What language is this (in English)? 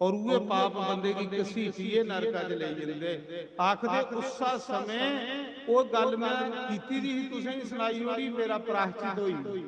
Dogri